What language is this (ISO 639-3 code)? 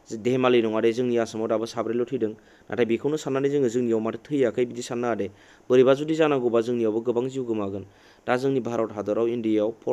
brx